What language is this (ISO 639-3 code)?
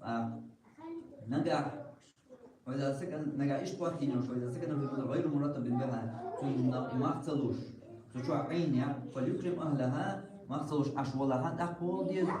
che